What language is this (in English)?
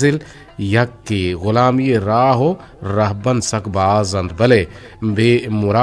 Eastern Balochi